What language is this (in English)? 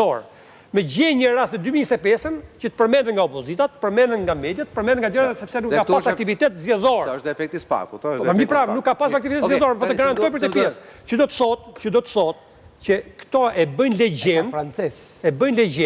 Albanian